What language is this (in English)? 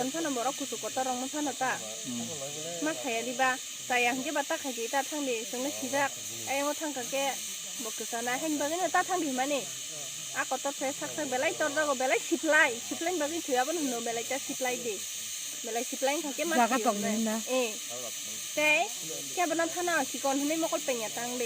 Kok Borok